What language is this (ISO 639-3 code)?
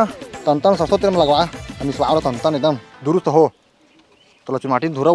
hne